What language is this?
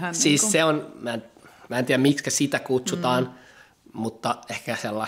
Finnish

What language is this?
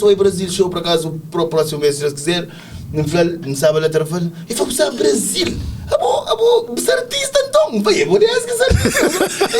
Kabuverdianu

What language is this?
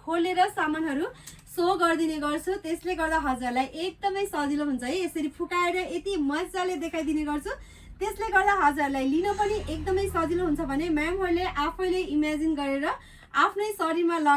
Nepali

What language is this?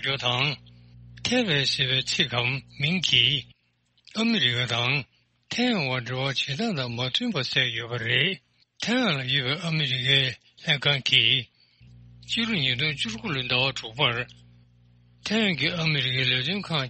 Tibetan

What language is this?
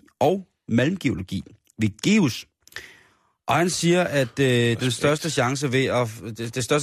Danish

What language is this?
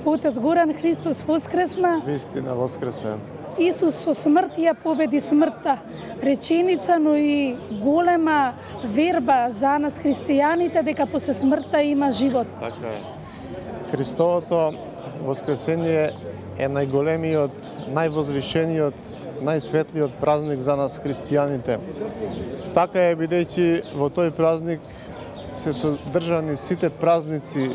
Macedonian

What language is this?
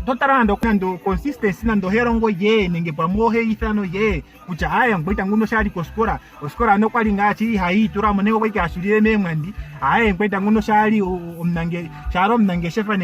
Ndonga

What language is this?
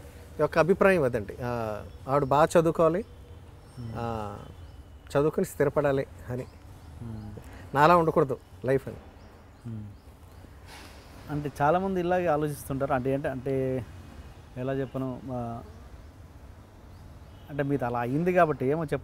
Telugu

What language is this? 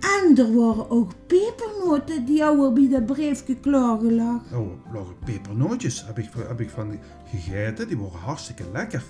Limburgish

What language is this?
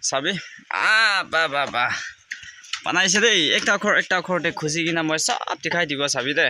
Naga Pidgin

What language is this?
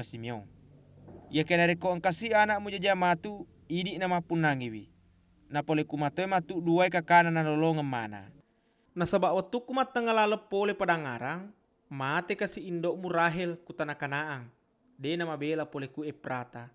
Buginese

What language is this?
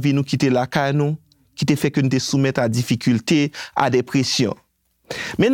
Haitian Creole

